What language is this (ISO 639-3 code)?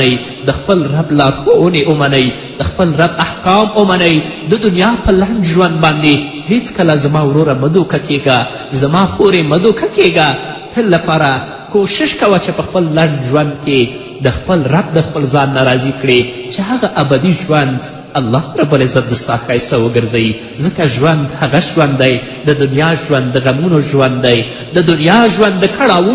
pus